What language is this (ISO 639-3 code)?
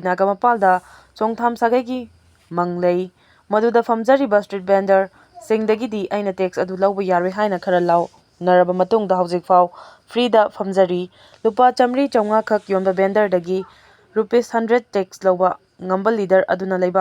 mni